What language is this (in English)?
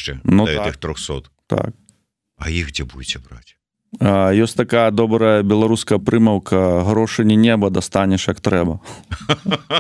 Belarusian